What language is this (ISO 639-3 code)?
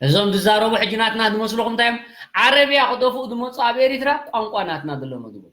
tir